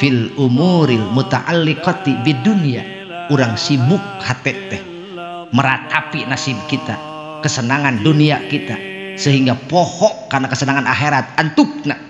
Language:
Sundanese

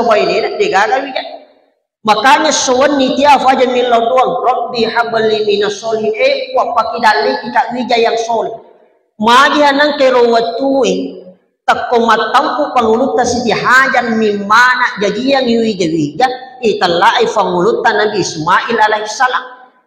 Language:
Buginese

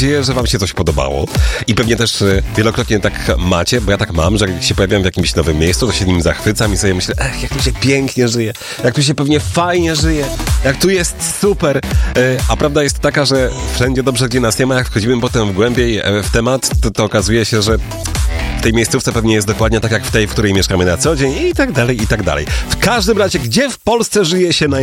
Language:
Polish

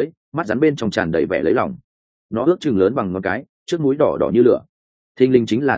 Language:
Vietnamese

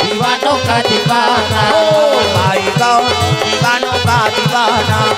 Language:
Chhattisgarhi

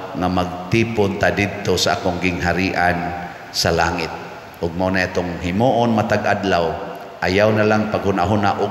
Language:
Cebuano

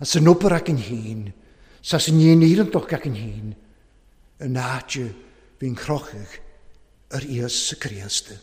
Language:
Welsh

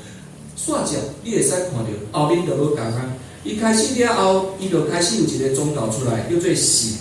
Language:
Min Nan Chinese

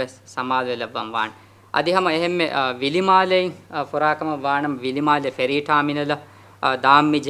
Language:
Divehi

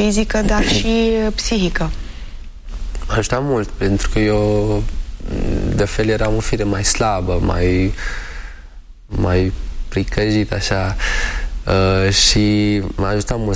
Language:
Romanian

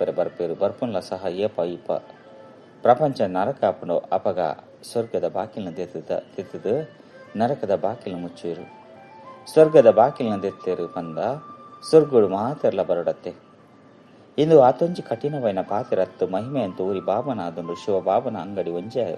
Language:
Tulu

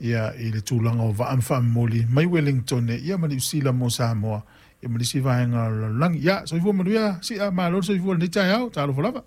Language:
Samoan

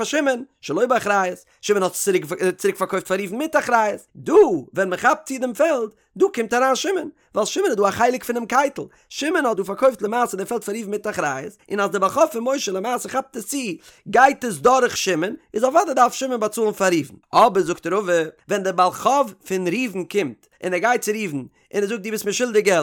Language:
Yiddish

